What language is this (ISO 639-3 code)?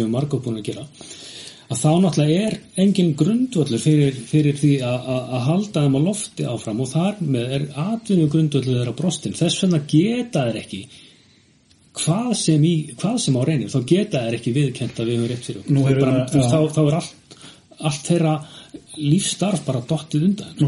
isl